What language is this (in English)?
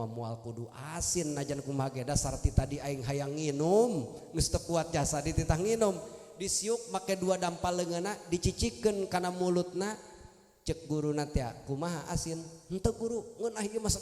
Sundanese